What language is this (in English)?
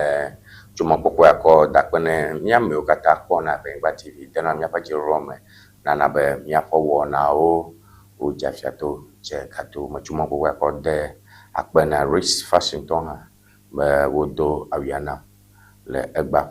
Ewe